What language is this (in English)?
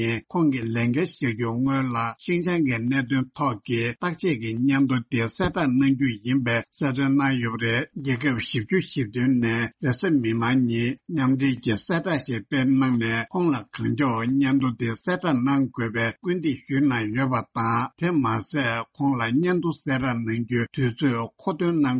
Tibetan